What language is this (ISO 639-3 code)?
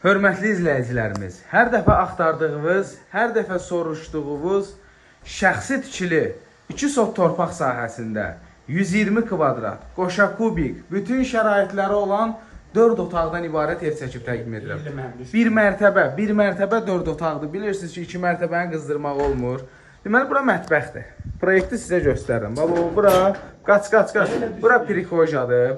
aze